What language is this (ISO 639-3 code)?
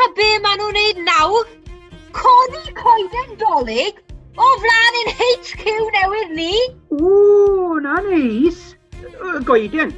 cym